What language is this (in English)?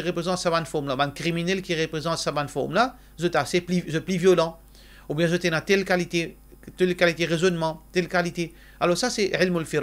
Morisyen